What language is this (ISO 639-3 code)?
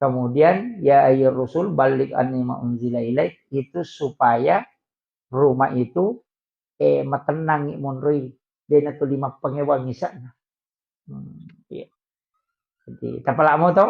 bug